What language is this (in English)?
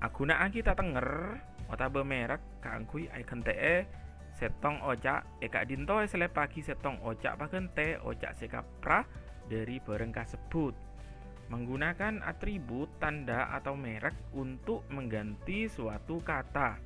Madurese